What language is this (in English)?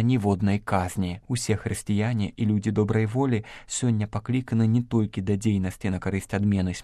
Belarusian